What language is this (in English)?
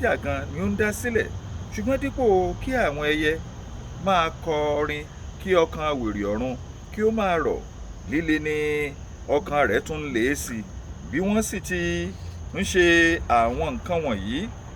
Yoruba